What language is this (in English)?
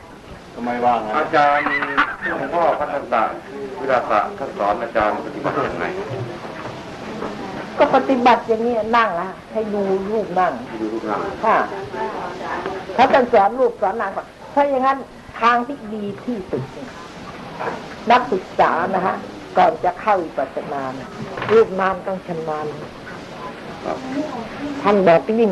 Thai